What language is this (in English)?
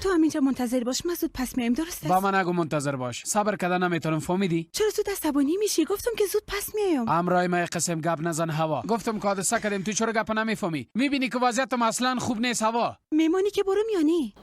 Persian